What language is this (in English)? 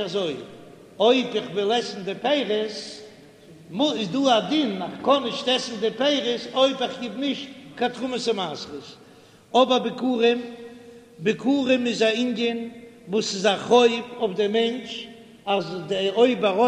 Yiddish